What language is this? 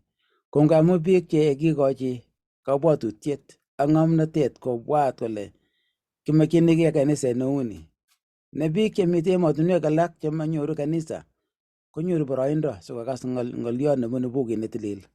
Kalenjin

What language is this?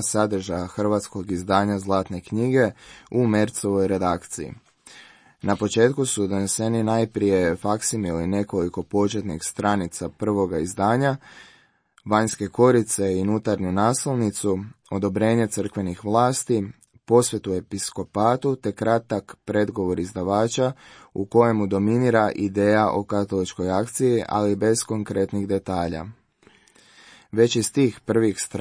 Croatian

